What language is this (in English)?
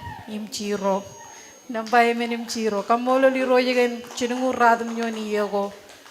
Marshallese